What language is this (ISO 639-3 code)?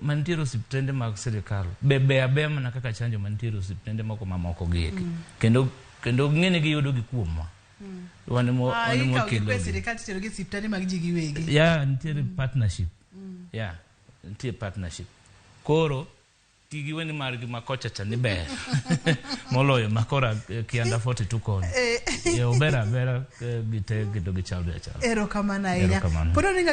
luo